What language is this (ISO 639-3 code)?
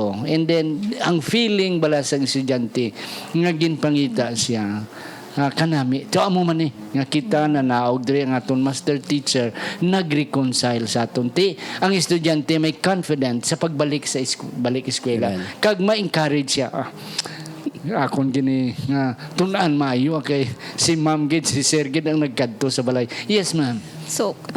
hil